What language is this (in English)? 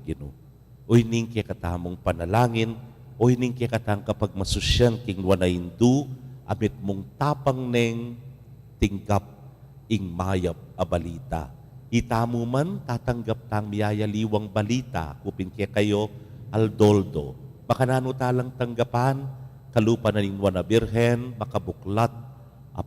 Pampanga